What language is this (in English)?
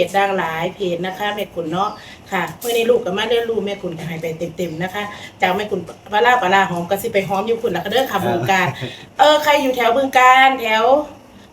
Northeastern Thai